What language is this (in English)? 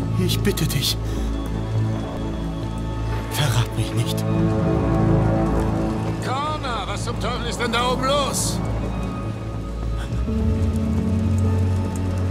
German